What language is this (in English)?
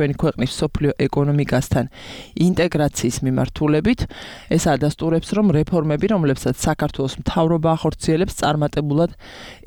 Georgian